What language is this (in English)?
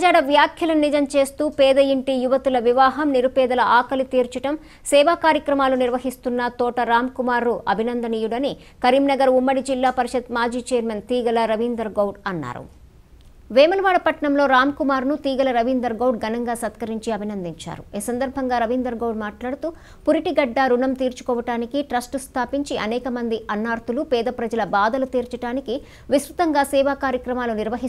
Telugu